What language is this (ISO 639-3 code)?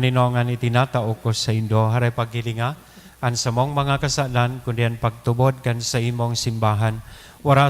bik